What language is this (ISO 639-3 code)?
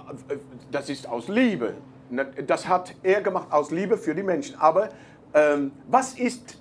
deu